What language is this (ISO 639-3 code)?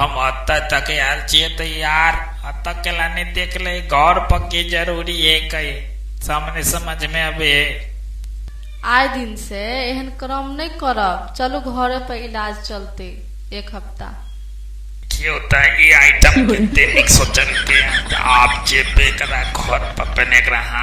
mai